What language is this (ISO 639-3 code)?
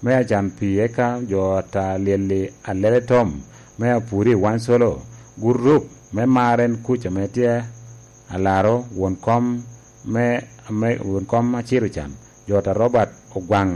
laj